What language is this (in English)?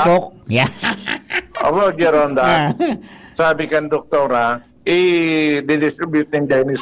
Bikol